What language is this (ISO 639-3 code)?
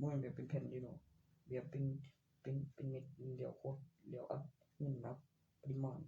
tts